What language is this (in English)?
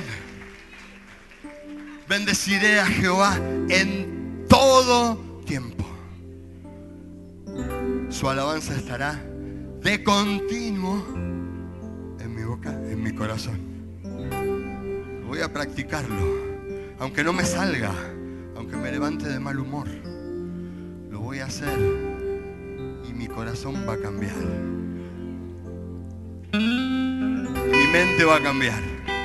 Spanish